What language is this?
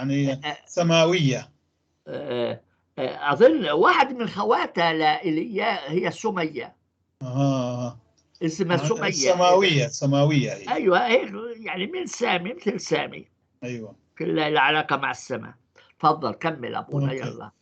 North Levantine Arabic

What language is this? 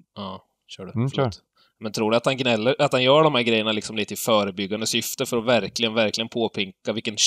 Swedish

